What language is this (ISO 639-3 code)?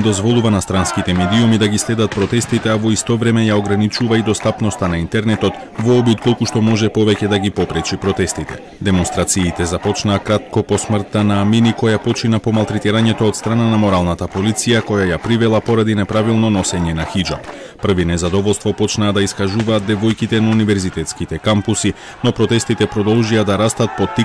mkd